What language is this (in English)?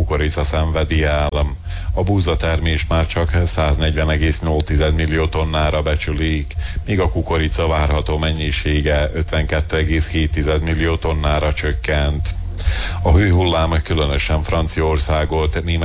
Hungarian